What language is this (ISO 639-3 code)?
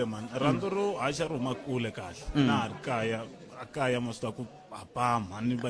tso